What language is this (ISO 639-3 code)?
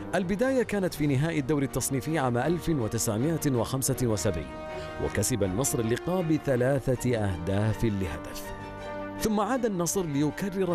ara